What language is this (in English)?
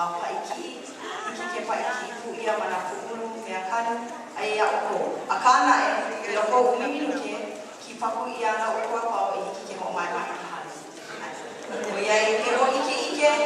Hawaiian